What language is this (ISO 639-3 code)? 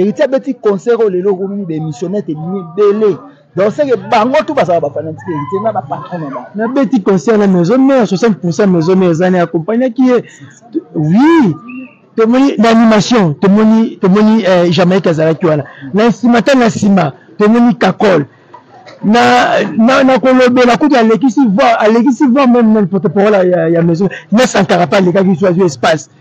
lin